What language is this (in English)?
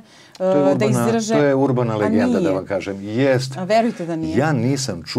Serbian